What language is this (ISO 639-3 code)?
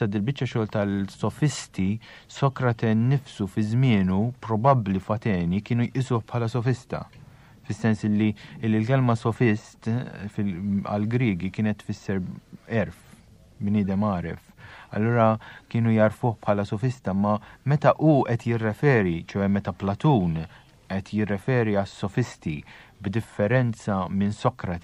mlt